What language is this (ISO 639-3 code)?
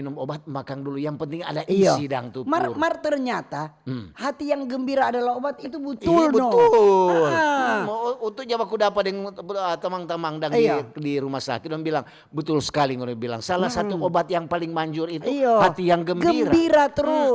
xmm